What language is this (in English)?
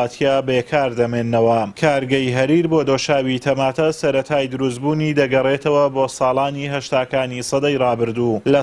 Central Kurdish